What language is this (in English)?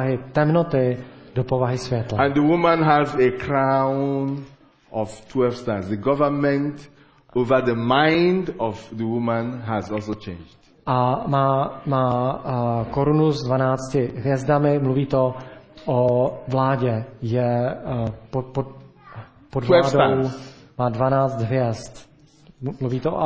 Czech